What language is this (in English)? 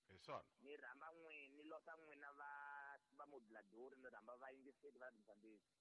Tsonga